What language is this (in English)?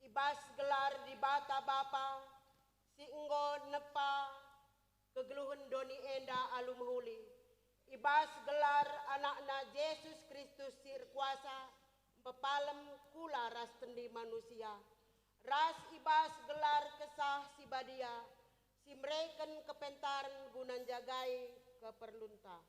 Batak Karo